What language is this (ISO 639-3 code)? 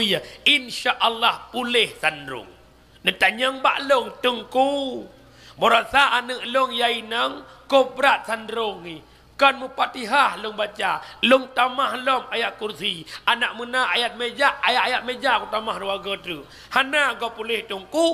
ace